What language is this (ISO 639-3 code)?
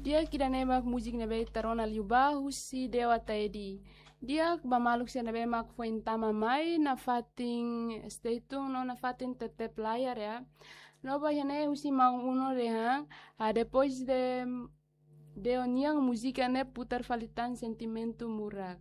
tet